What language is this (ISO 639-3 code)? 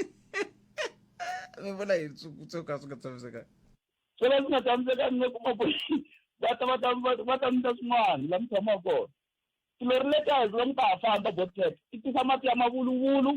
tso